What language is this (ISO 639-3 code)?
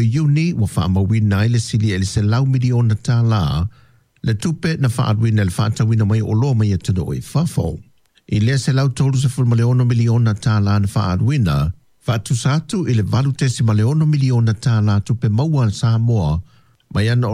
smo